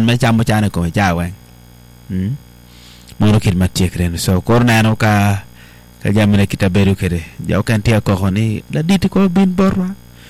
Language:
Acoli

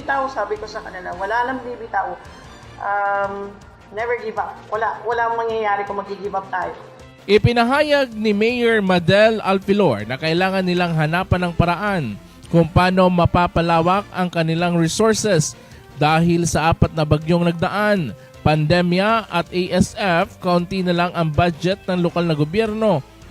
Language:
Bikol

